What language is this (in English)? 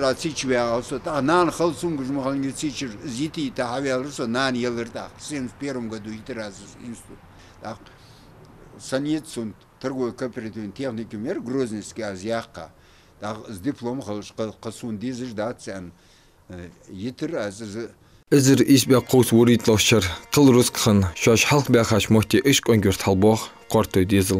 Ingush